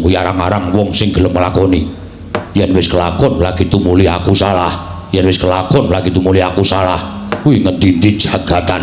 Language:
Javanese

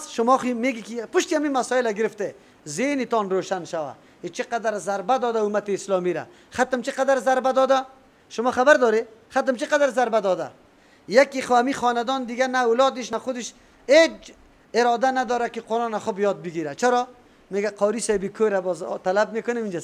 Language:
Persian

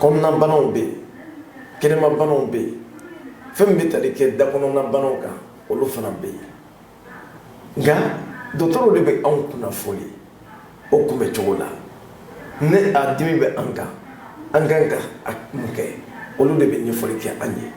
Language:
Bambara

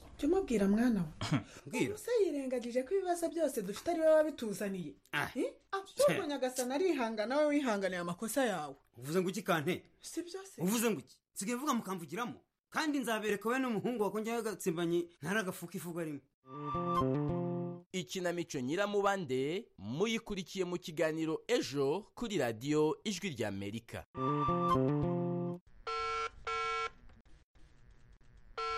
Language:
Kinyarwanda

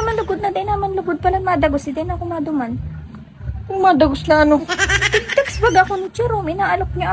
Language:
Bikol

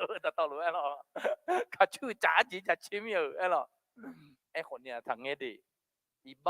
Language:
Akha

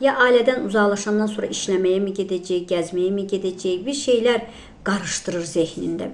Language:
Azerbaijani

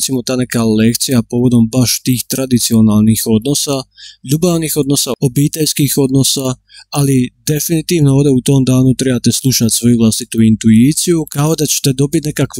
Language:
Croatian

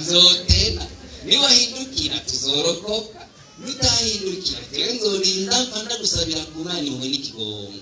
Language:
Rundi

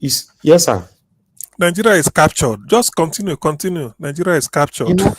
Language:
Nigerian Pidgin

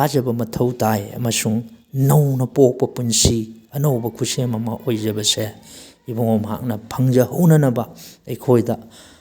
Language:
Manipuri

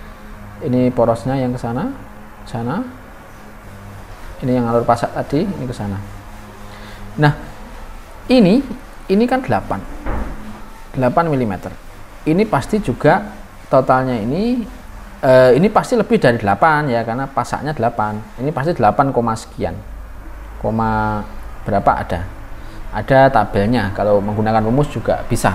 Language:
Indonesian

